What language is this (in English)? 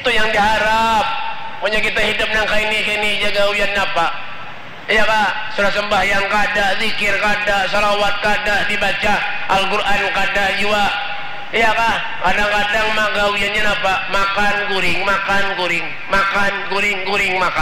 Banjar